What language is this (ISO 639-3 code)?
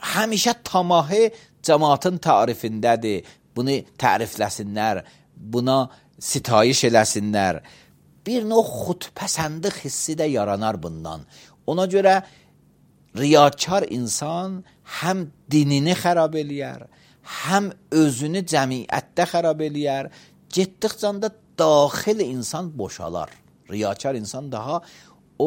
aze